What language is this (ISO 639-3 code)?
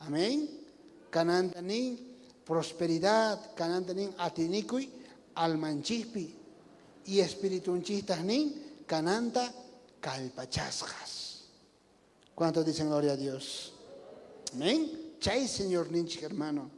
quh